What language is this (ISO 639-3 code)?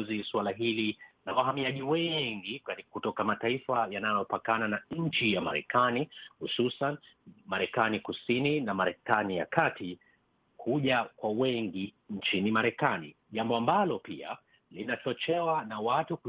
swa